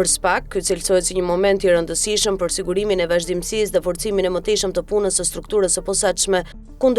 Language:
Albanian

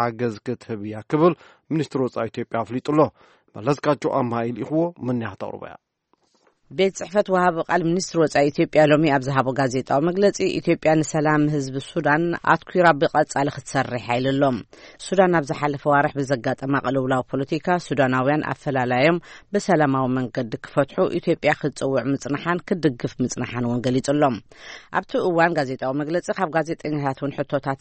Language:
Tigrinya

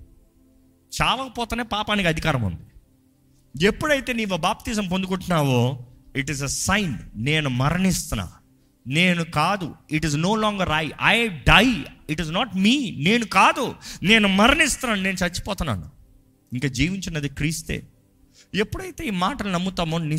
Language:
Telugu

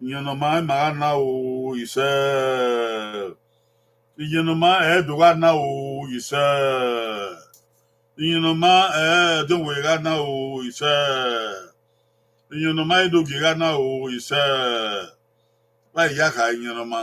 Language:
Bini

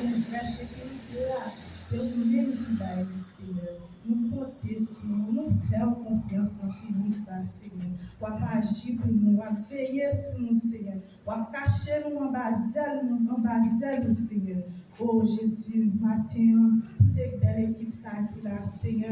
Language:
Haitian Creole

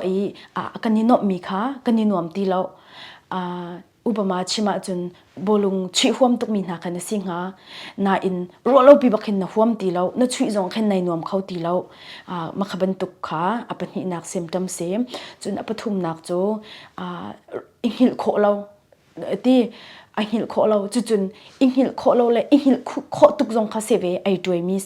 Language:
Hakha Chin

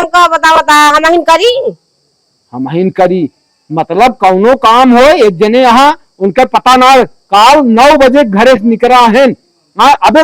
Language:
Awadhi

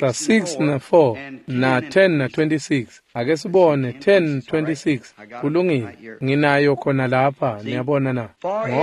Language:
Swati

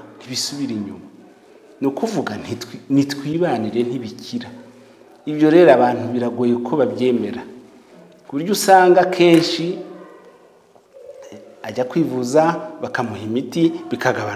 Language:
Kinyarwanda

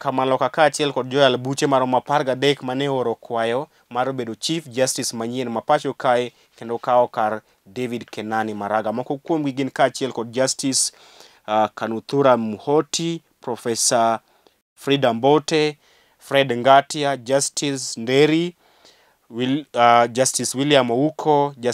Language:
Luo (Kenya and Tanzania)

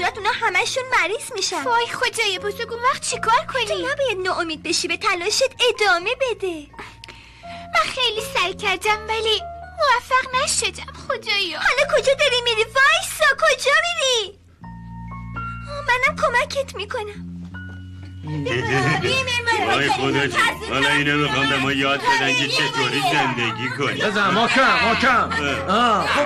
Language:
Persian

